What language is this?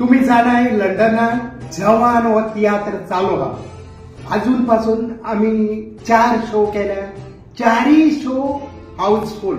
Konkani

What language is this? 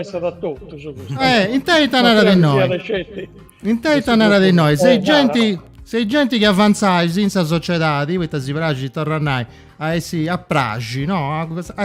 Sardinian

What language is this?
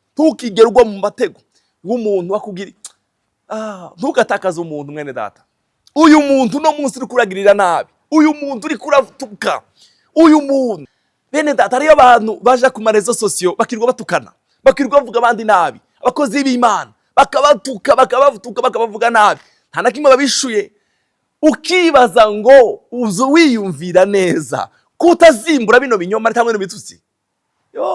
Rundi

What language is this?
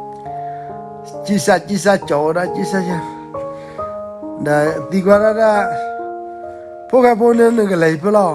S'gaw Karen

